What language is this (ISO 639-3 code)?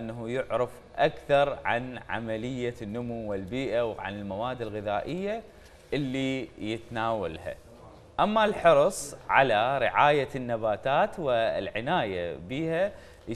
acm